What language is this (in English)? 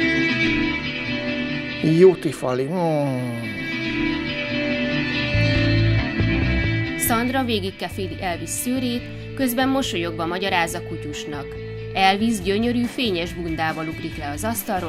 Hungarian